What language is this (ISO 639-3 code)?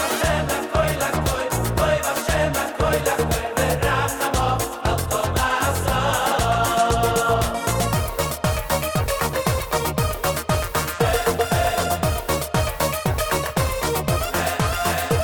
heb